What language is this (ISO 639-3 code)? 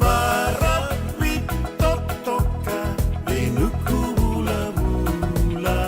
fij